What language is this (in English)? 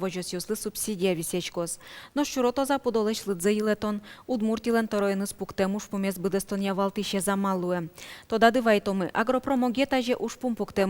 Udmurt